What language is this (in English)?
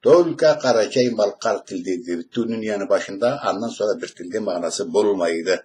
Karachay-Balkar